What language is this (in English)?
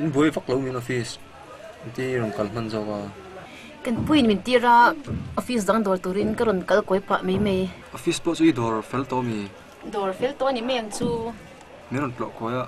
Mizo